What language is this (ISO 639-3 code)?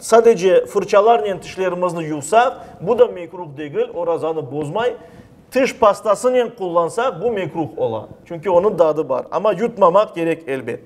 crh